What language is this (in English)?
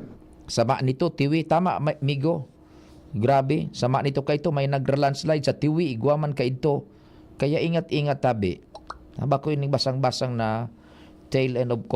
Bikol